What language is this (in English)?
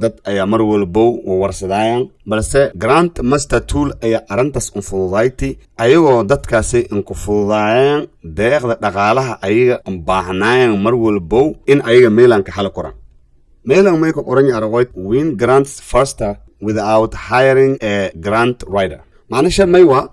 Somali